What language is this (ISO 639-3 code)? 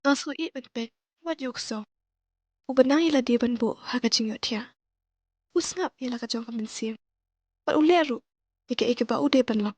kha